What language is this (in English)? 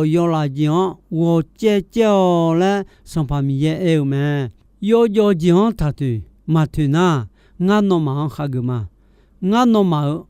Akha